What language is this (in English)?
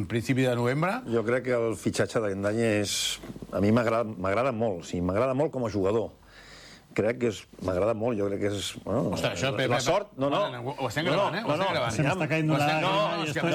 Catalan